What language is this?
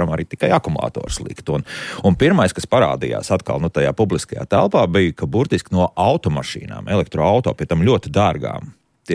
Latvian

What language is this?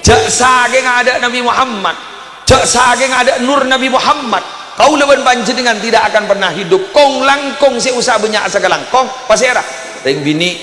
Madurese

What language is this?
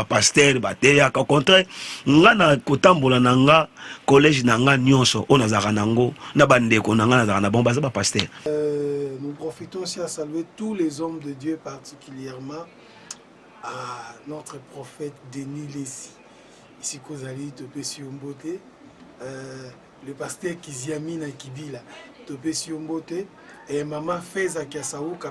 Lingala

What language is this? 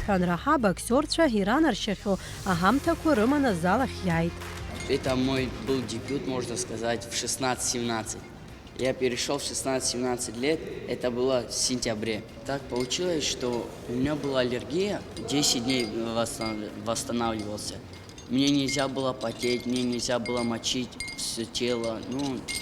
Abkhazian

